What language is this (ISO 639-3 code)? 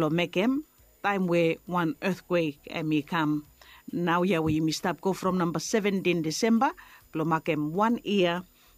bis